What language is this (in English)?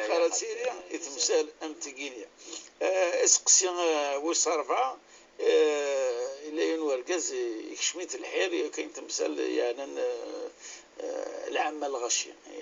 Kabyle